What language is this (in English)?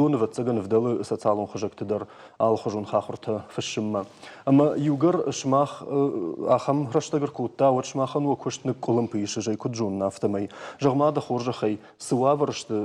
Ossetic